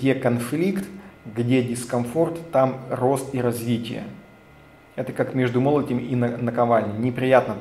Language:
Russian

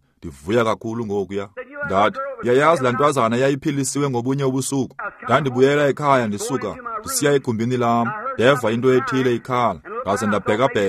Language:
Xhosa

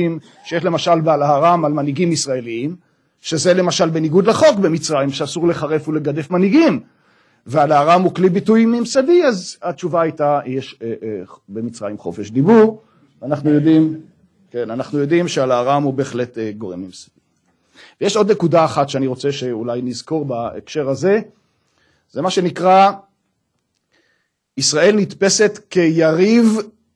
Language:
Hebrew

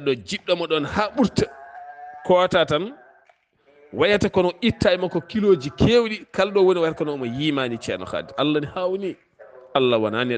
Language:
Fula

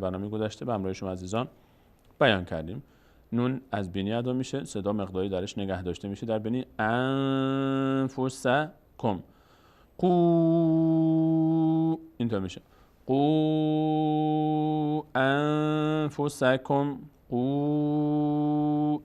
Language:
Persian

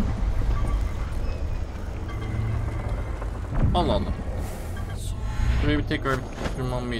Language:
Turkish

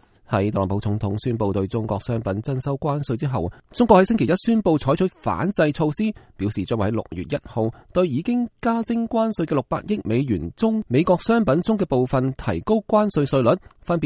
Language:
Cantonese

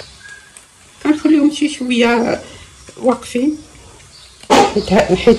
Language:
Moroccan Arabic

